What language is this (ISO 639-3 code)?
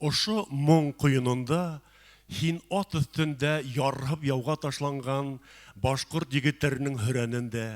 bak